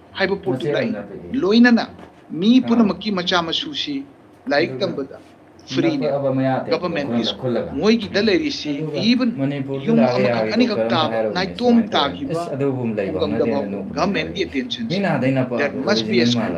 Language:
Manipuri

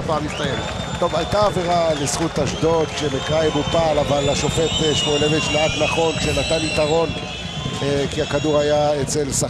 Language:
Hebrew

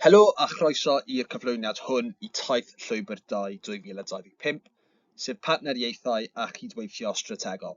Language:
Welsh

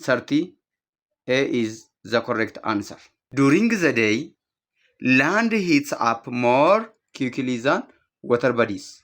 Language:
English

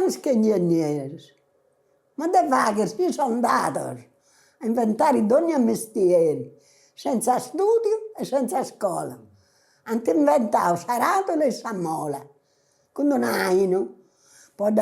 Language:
Sardinian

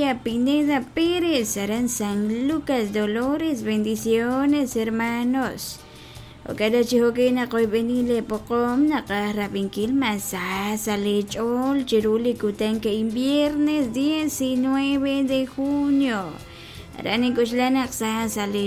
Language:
Kekchí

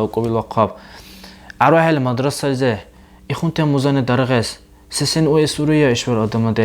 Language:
Dargwa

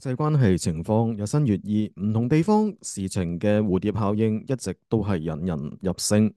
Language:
Cantonese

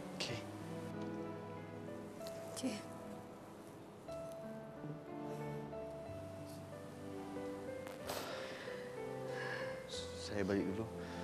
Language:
Malay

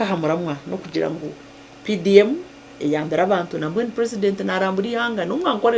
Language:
Nyankole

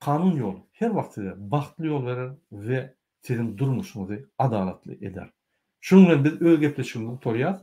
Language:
Turkmen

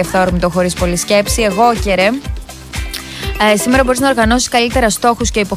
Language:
Greek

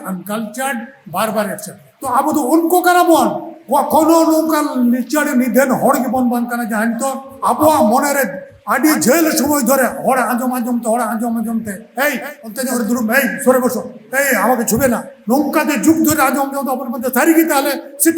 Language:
Santali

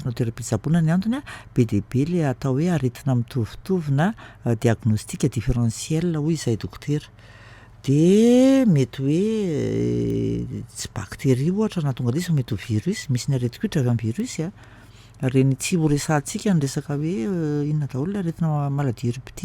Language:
Malagasy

